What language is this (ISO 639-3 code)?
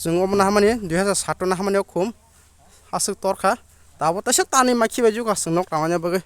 trp